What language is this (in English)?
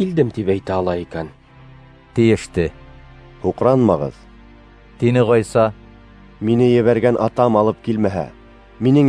Bashkir